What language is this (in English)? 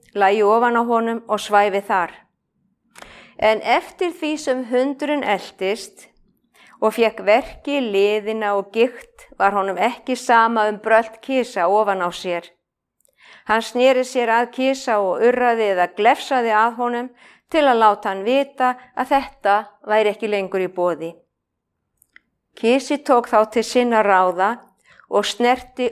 Icelandic